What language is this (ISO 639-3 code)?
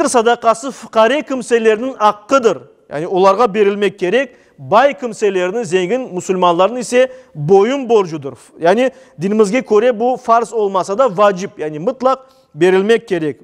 crh